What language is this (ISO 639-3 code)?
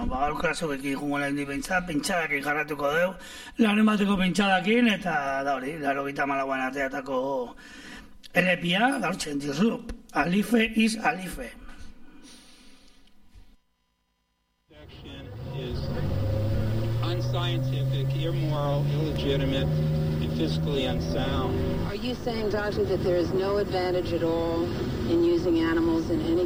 eus